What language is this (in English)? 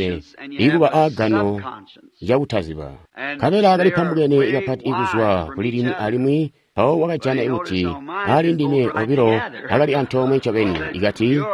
Tonga (Zambia)